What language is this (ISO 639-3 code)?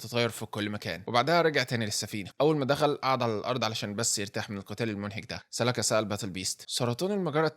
arz